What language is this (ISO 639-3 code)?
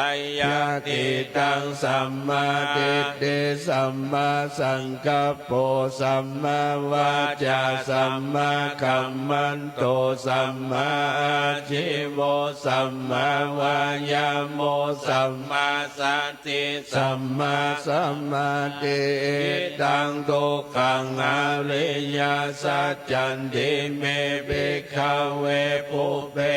pli